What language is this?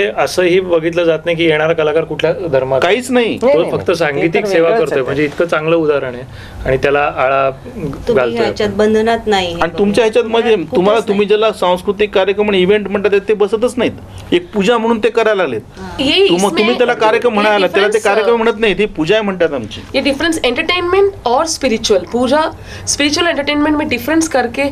Marathi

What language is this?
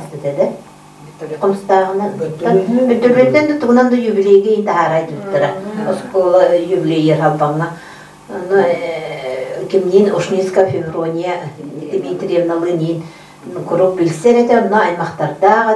Yakut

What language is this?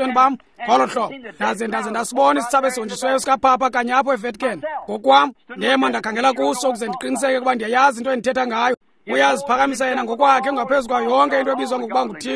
Xhosa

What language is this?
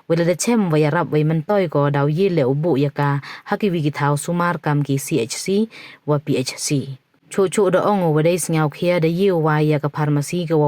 Pnar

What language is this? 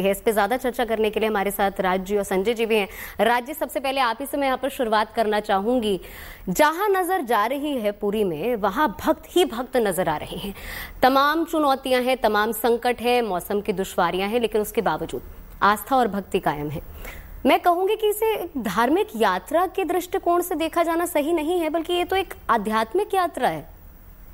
Hindi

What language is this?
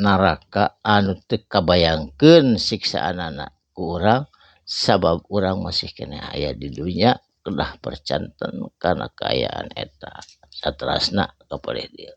Sundanese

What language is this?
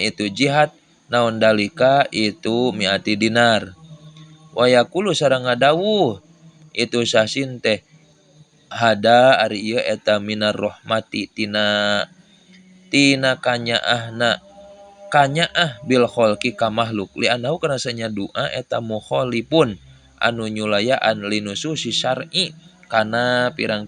Sundanese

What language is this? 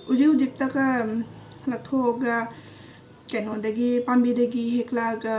Manipuri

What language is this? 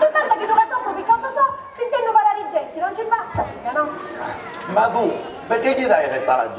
Sicilian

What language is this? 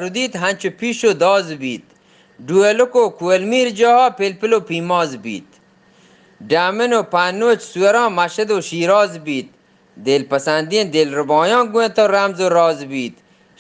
Eastern Balochi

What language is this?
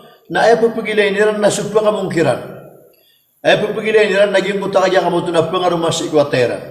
Maranao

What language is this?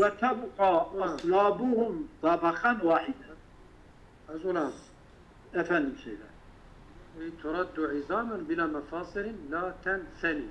Kurdish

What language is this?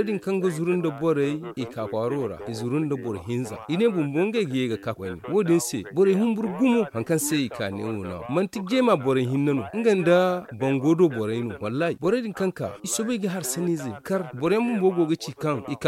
Zarma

